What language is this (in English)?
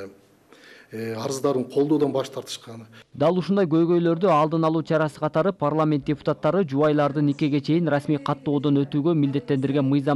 Kyrgyz